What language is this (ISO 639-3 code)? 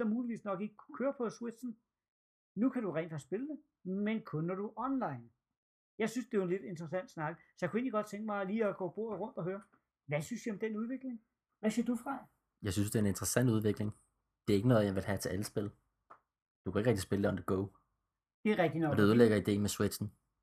dan